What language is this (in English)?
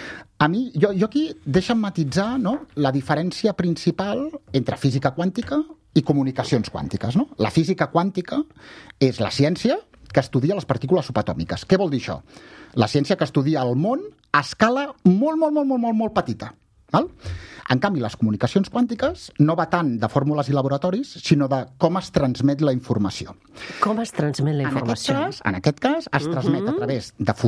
Catalan